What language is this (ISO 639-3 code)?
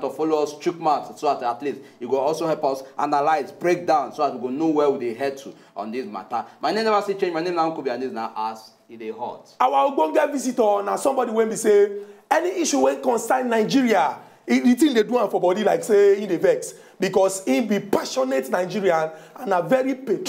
pcm